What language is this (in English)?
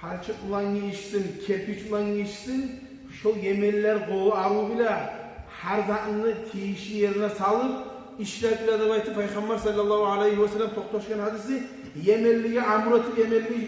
Kumyk